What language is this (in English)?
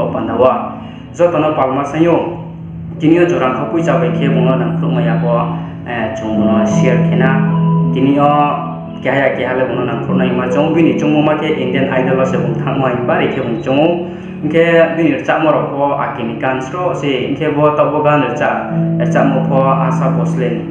Riang (India)